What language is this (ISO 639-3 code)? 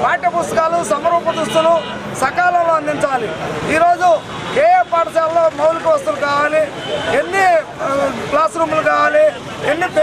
tel